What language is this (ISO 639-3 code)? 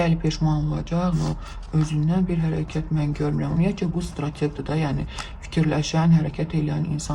aze